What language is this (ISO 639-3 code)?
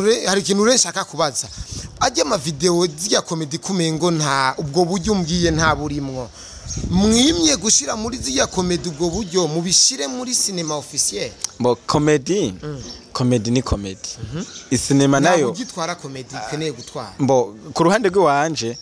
run